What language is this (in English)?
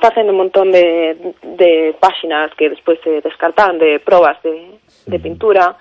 Galician